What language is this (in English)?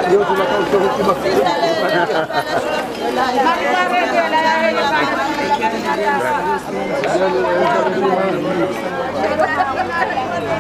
Swahili